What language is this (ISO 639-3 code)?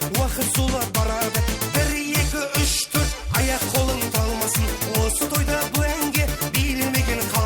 kaa